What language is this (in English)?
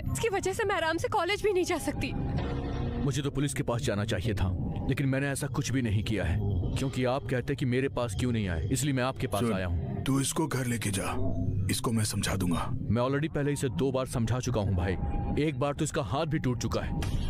Hindi